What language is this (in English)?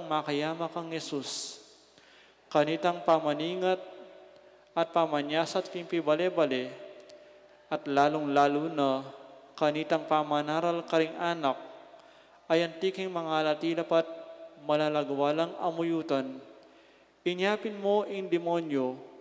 Pampanga